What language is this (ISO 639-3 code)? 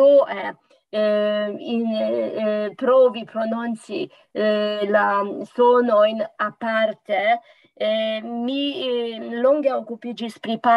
epo